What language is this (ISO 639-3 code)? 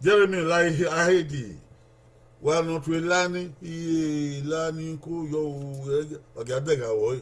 bin